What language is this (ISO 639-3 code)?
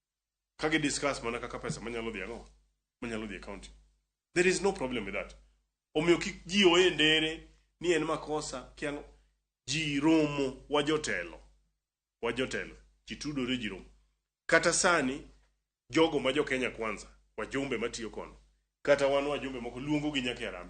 luo